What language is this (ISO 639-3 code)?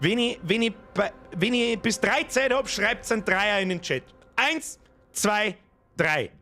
bar